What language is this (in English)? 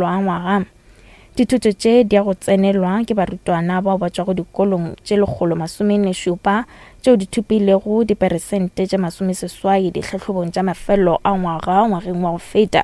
Northern Sotho